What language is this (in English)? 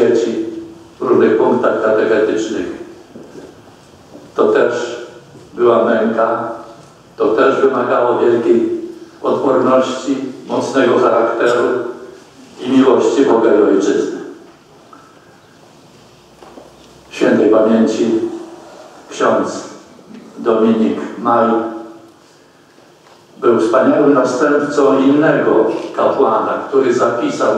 Polish